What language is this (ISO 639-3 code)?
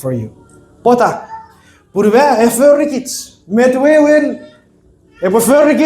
chk